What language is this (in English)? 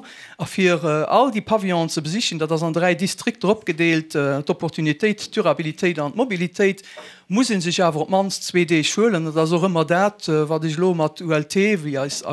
Luxembourgish